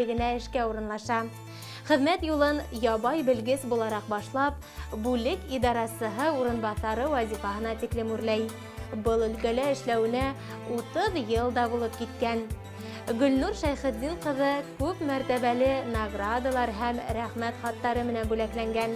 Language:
Bashkir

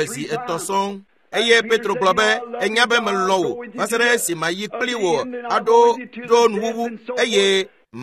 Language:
Ewe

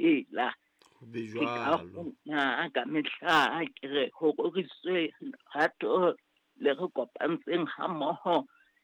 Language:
Southern Sotho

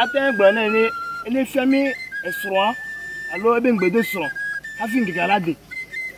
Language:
Ewe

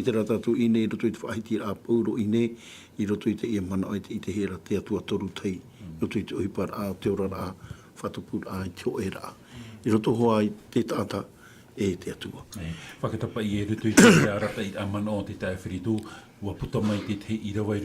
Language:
Tahitian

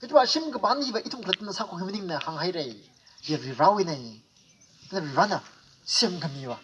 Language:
Tangkhul Naga (India)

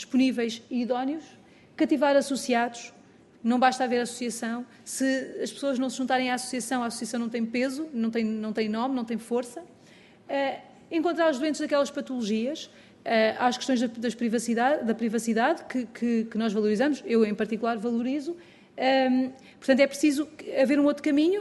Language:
Portuguese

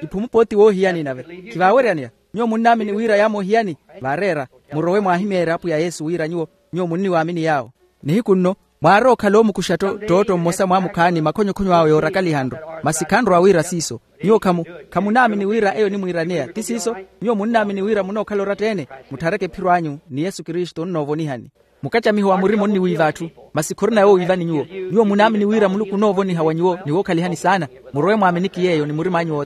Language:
Makhuwa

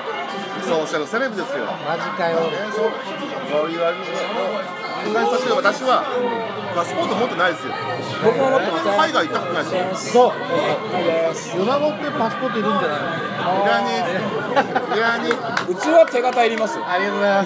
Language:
Japanese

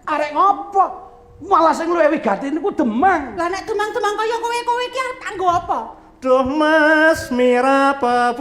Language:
Javanese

